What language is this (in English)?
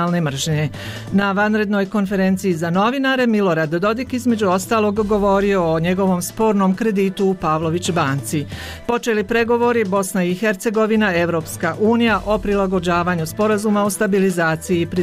Croatian